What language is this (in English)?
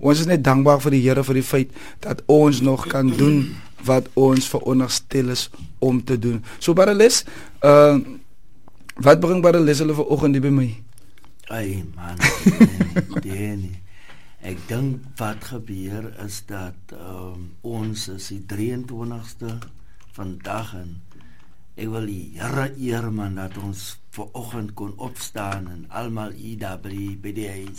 Afrikaans